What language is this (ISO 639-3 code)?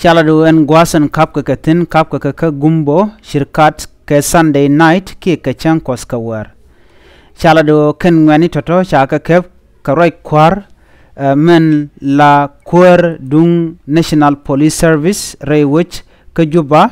nus